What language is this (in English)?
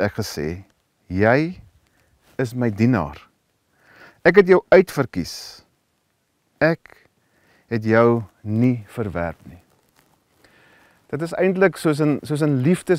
Afrikaans